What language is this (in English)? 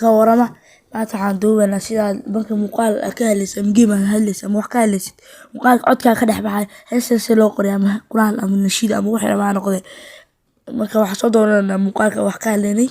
Somali